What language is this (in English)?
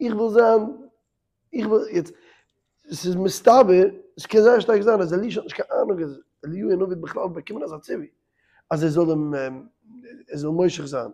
Yiddish